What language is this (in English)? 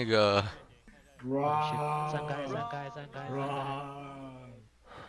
Chinese